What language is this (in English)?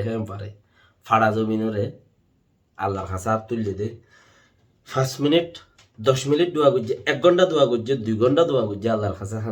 Rohingya